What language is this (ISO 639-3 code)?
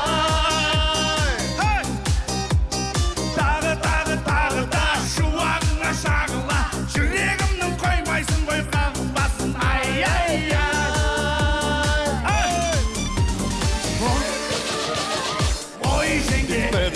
kaz